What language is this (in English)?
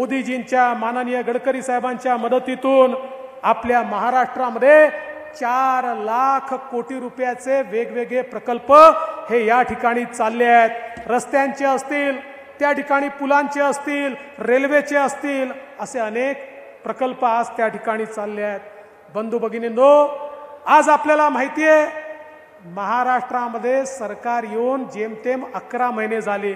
Marathi